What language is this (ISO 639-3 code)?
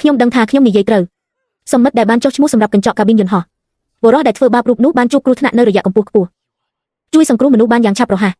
khm